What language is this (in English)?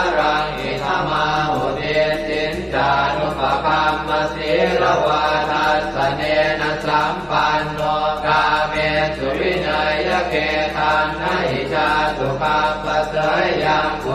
Pali